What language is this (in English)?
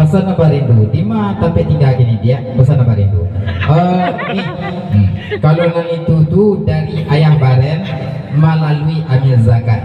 Minangkabau